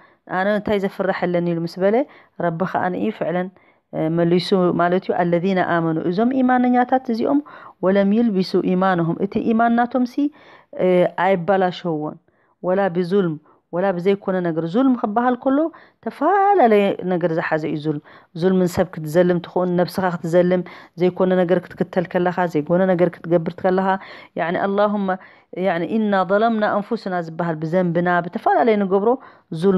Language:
Tigrinya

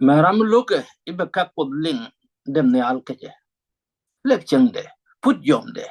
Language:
Nuer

